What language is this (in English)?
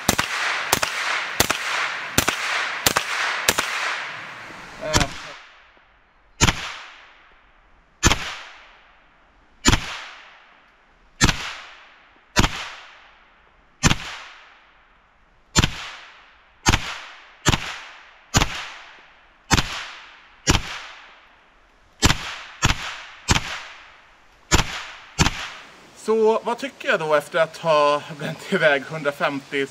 Swedish